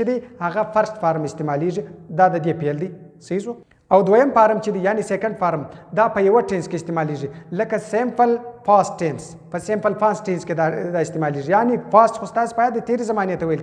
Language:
Pashto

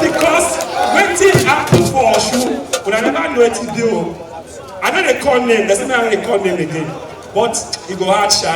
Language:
Nigerian Pidgin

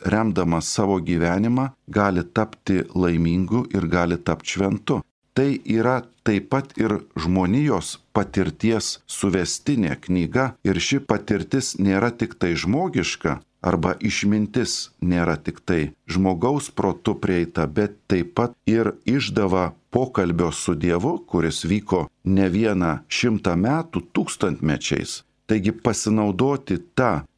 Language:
Lithuanian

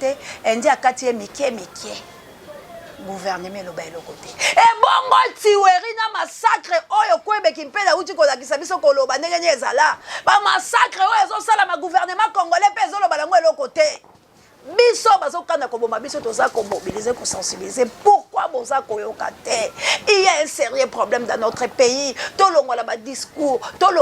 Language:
Lingala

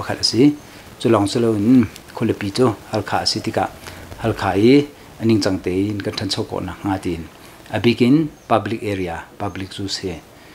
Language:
Hakha Chin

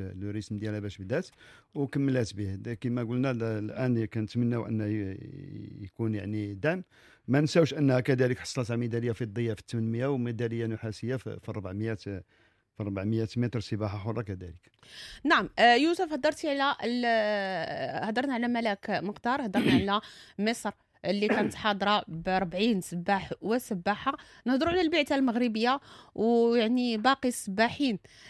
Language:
Moroccan Arabic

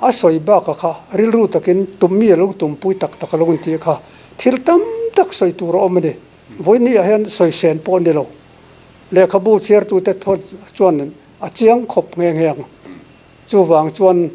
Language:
Mizo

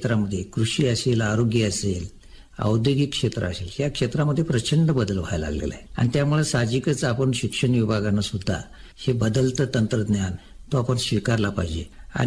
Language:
Marathi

